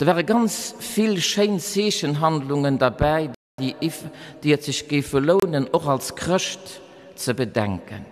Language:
Luxembourgish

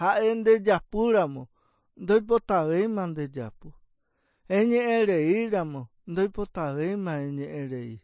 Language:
Guarani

